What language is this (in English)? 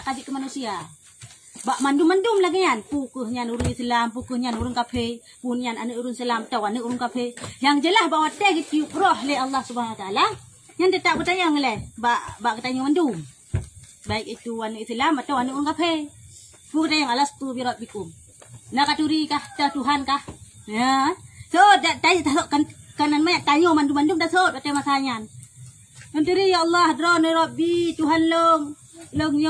Achinese